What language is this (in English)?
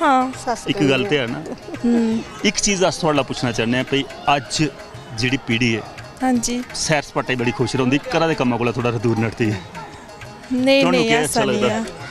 Dogri